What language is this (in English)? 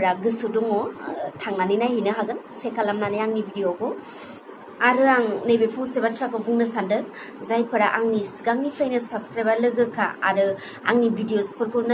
Bodo